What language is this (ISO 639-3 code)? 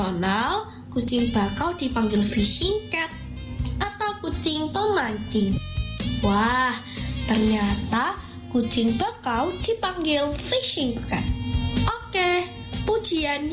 ind